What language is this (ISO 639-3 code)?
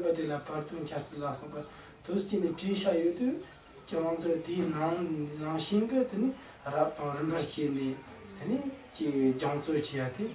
bod